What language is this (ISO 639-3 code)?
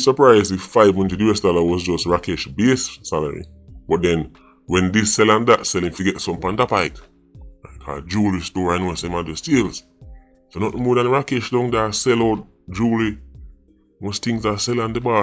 jam